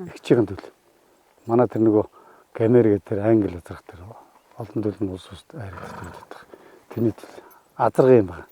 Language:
Mongolian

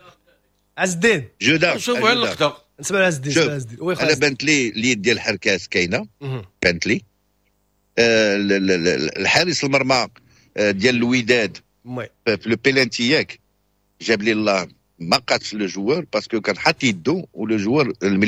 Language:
Moroccan Arabic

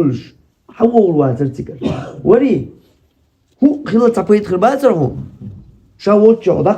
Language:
Chechen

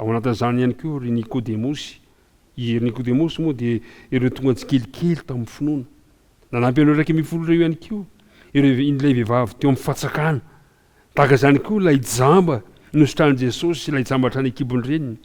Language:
Malagasy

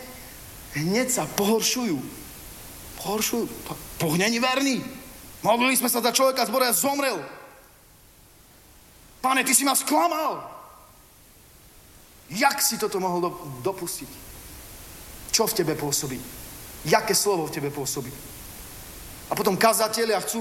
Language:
Slovak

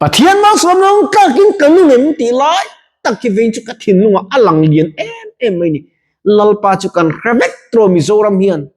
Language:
Mizo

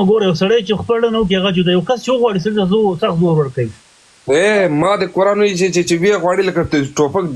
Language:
Pashto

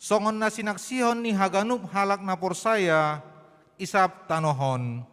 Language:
Batak Simalungun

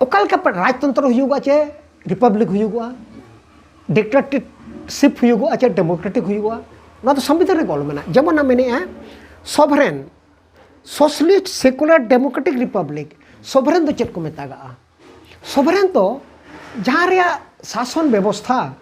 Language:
Santali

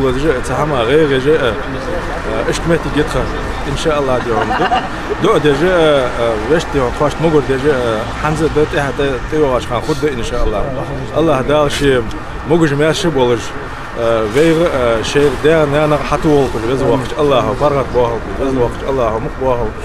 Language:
Ingush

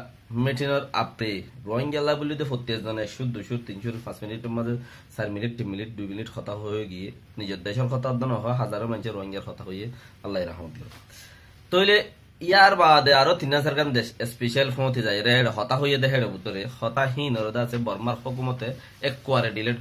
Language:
Rohingya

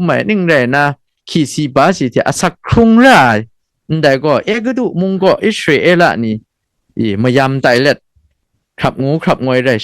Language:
Kachin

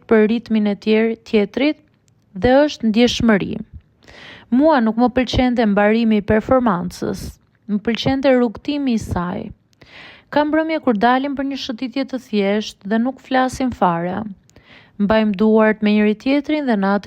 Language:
Albanian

